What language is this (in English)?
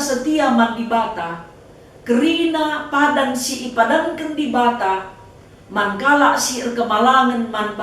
Batak Karo